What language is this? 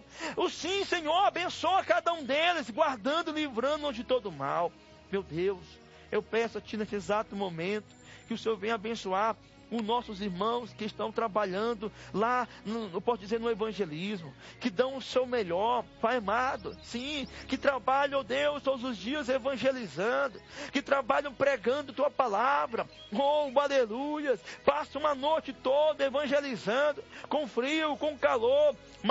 Portuguese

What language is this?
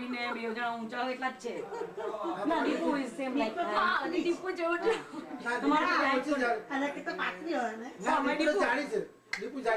Gujarati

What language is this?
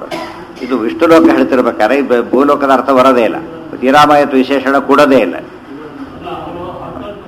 Kannada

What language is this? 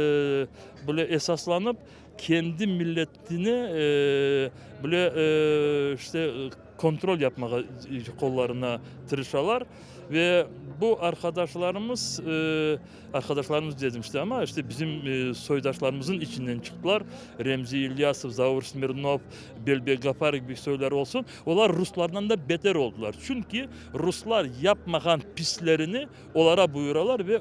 Crimean Tatar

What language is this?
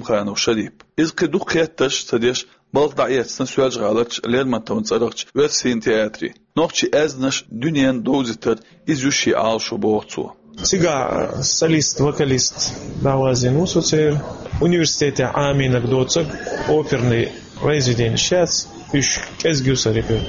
Chechen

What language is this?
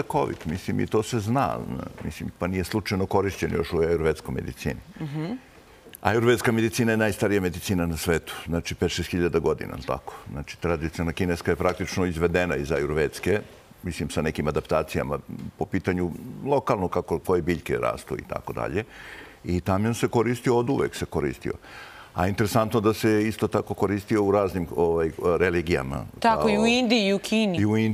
Serbian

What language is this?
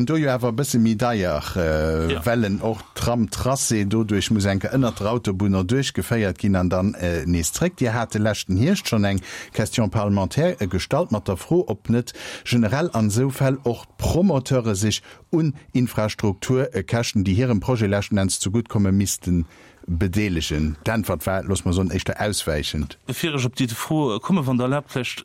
Luxembourgish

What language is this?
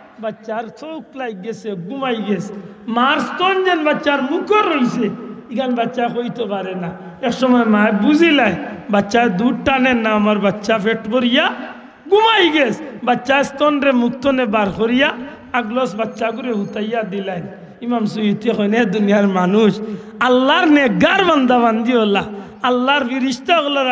Sylheti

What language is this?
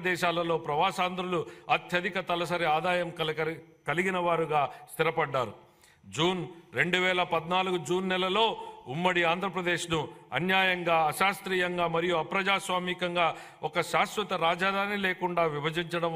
Telugu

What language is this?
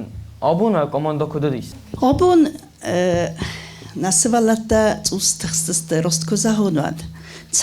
Ossetic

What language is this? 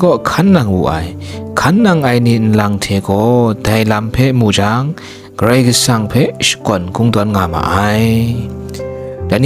Kachin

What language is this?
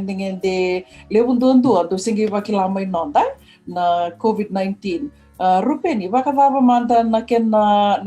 Fijian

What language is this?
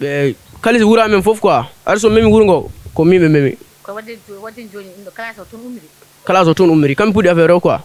Fula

